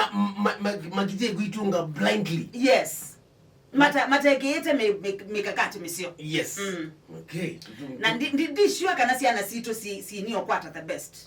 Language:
Kamba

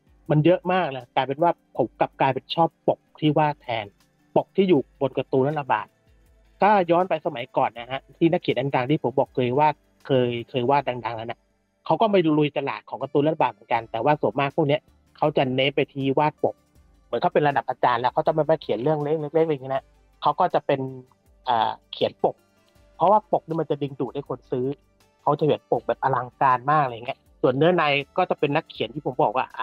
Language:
Thai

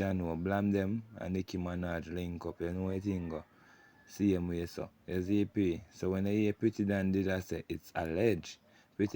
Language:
Jamaican Creole English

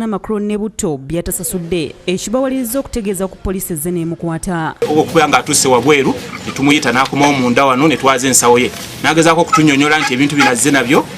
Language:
Ganda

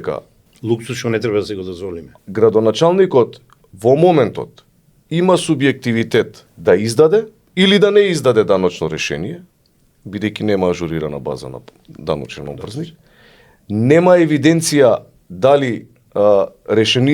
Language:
Macedonian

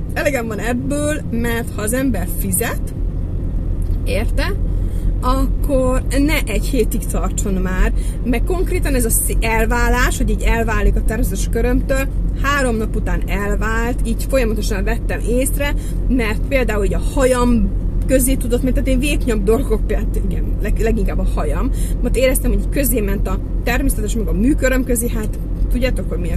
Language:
Hungarian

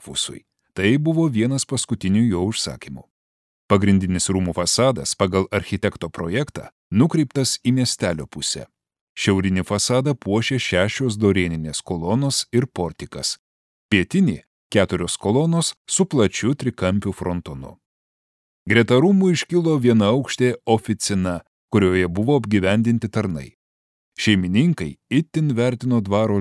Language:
Lithuanian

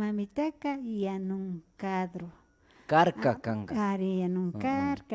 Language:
Imbabura Highland Quichua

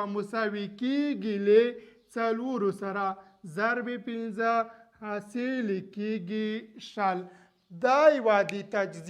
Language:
Pashto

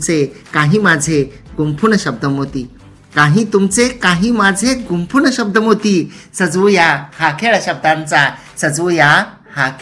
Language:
Marathi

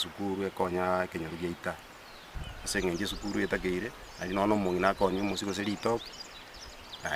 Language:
Gusii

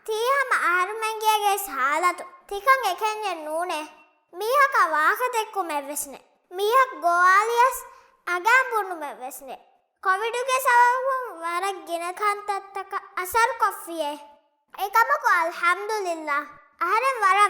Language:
Divehi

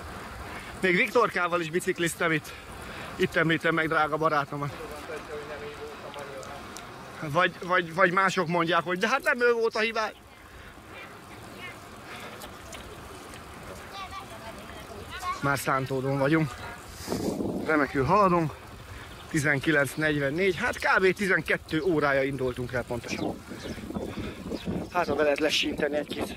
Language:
Hungarian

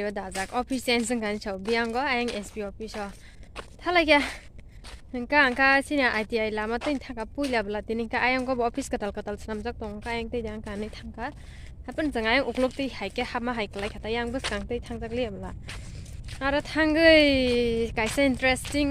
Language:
Kok Borok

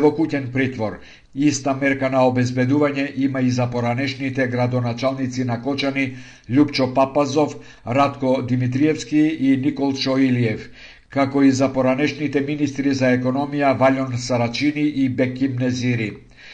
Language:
Macedonian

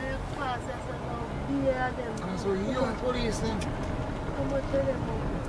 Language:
Jamaican Creole English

